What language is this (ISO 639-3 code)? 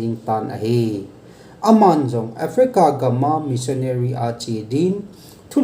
tcz